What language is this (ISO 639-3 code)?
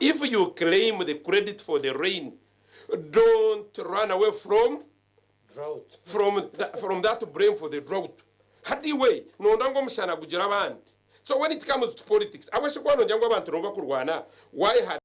nyn